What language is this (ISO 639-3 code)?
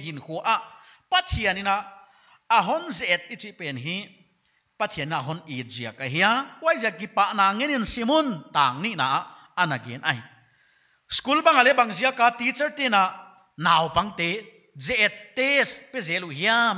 pck